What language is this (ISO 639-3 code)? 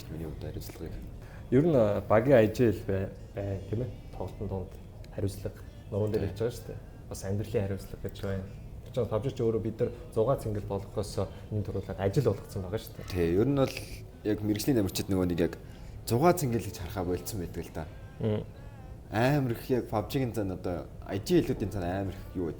mon